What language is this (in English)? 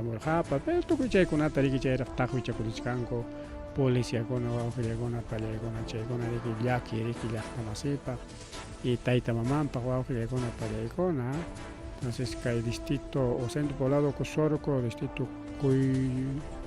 Ayacucho Quechua